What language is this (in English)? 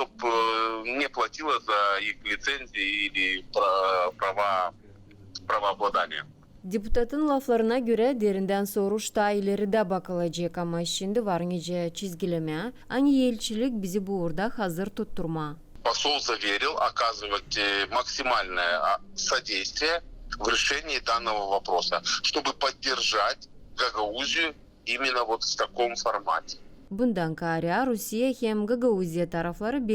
Gagauz